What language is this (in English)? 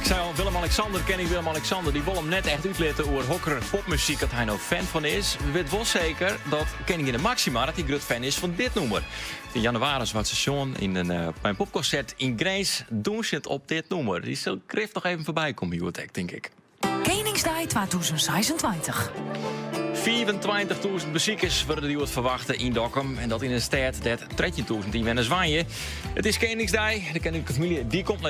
Western Frisian